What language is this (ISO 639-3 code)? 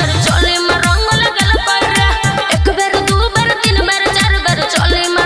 bho